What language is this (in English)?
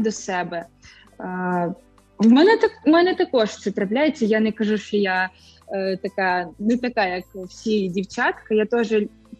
Ukrainian